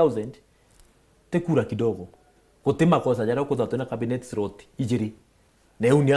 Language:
Meru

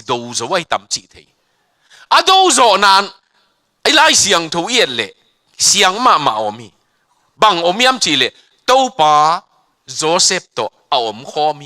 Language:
Tedim Chin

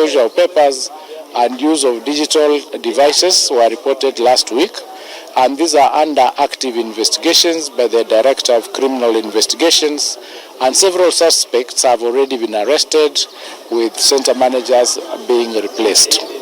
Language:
Kamba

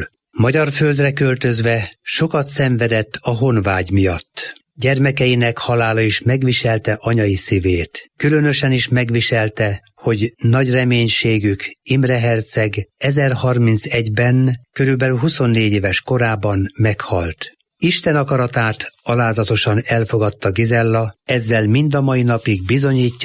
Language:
Hungarian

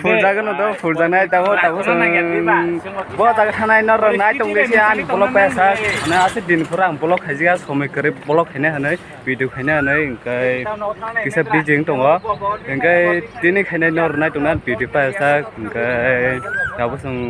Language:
Kok Borok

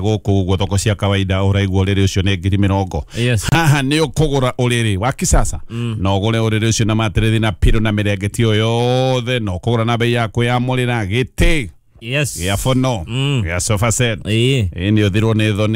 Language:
Kikuyu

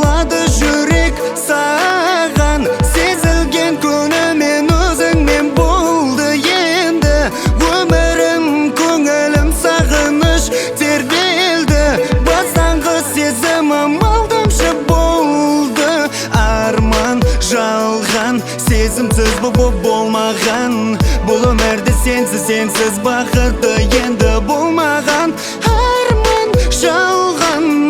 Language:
Kara-Kalpak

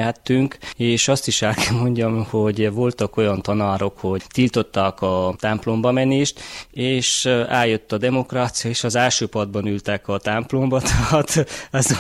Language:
Hungarian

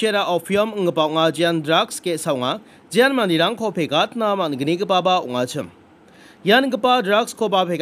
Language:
Garo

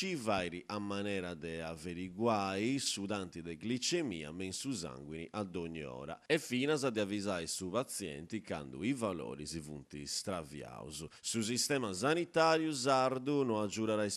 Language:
Sardinian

